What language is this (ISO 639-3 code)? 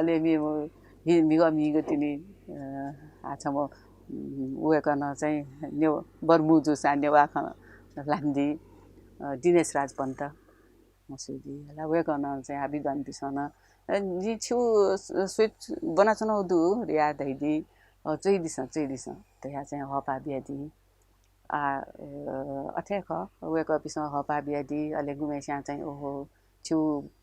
new